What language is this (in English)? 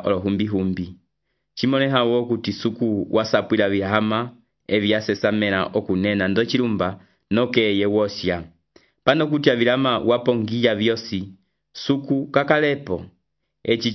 Umbundu